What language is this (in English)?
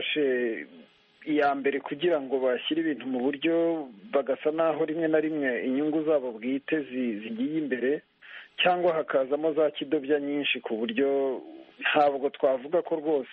Kinyarwanda